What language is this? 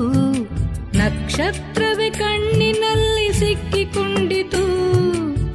Kannada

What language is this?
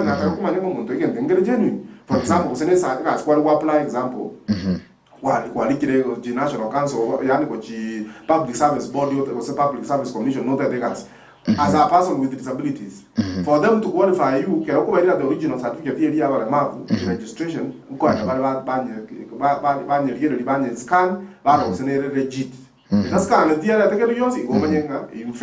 Gusii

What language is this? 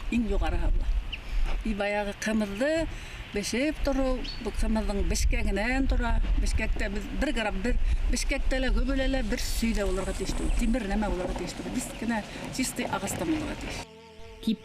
Bashkir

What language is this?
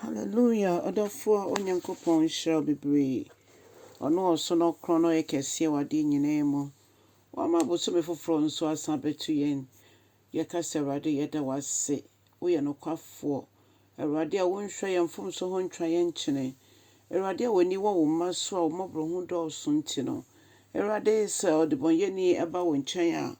Akan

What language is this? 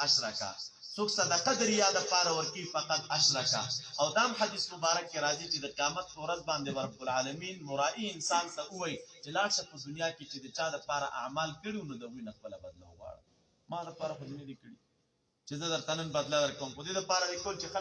Pashto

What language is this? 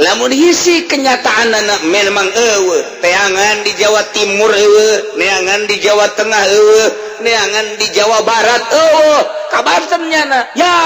Sundanese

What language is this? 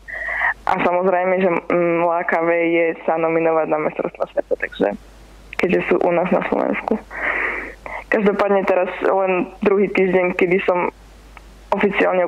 Slovak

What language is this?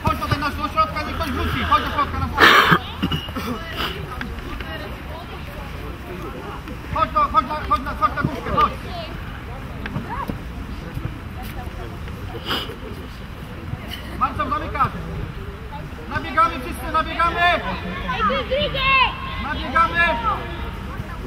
Polish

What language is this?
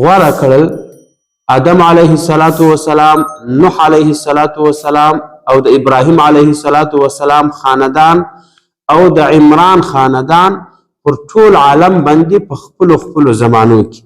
Pashto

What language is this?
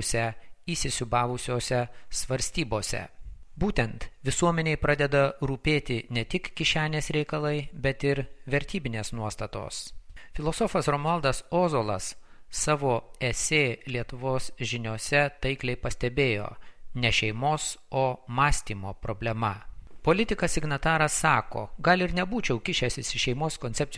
Lithuanian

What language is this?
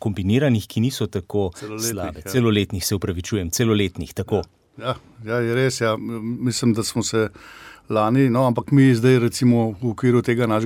Slovenian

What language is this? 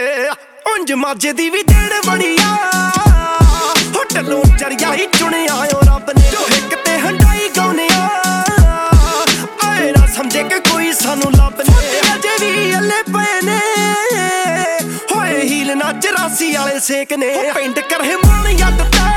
Punjabi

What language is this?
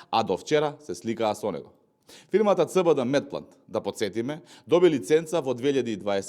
Macedonian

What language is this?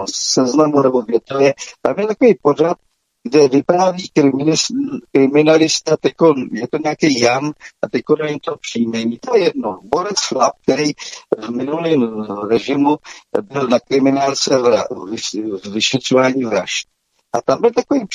Czech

